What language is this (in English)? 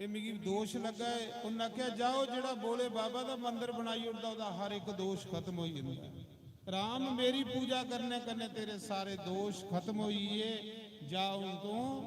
Dogri